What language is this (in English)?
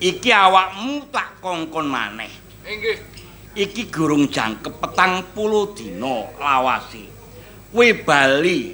Javanese